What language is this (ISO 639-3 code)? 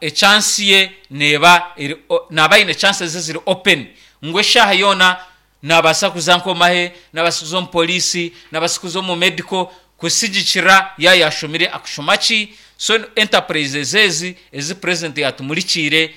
nyn